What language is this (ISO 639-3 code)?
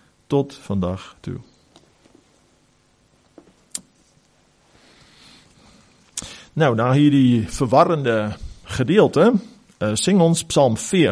afr